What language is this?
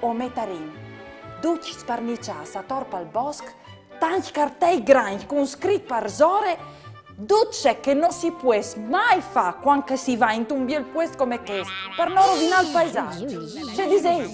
Friulian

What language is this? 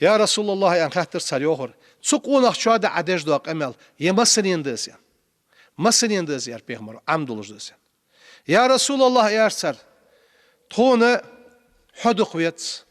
Ingush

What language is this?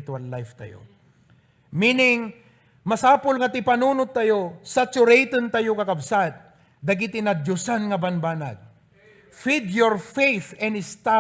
Iloko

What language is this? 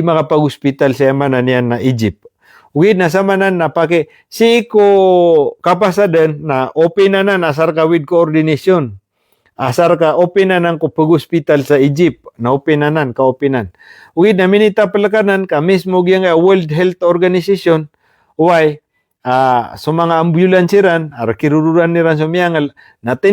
Maranao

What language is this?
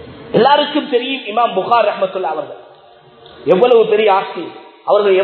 Tamil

